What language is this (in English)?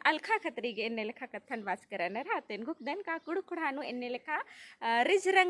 Kurukh